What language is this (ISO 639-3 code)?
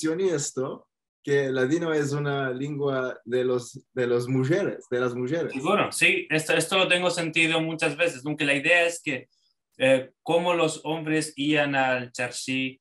lad